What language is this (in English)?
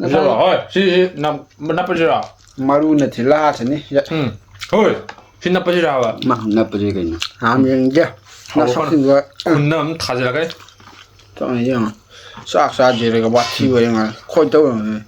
Manipuri